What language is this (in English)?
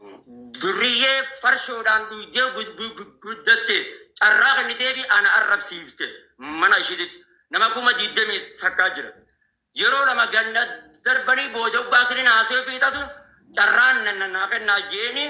Oromo